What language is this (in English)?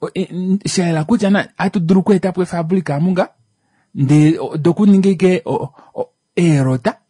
Kuanyama